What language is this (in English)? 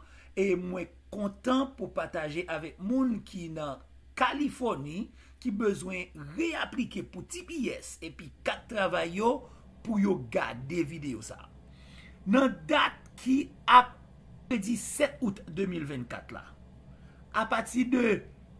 Haitian Creole